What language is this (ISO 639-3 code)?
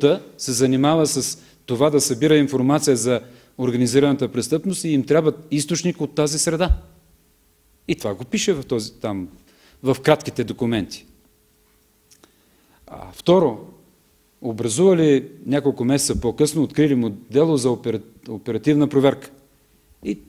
bul